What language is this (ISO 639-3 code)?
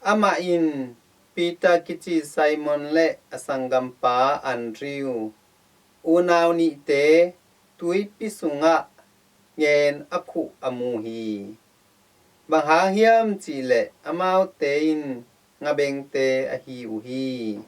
ctd